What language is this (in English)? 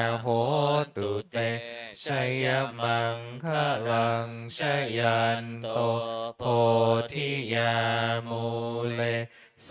Pali